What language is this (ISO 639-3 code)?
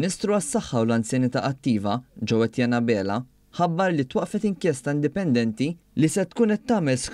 mlt